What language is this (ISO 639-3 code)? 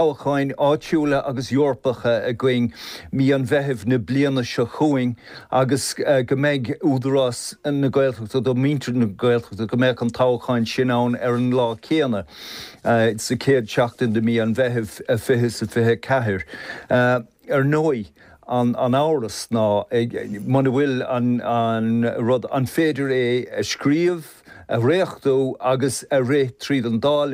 gle